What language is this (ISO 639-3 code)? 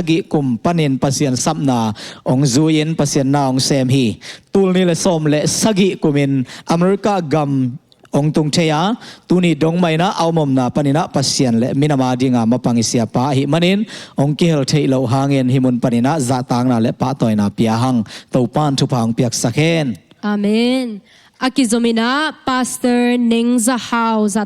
ctd